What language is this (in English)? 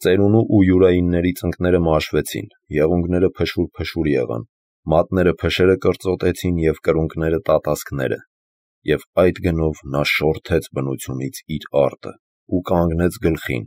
Armenian